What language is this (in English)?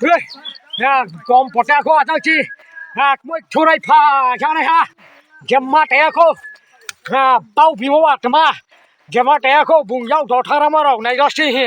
Riang (India)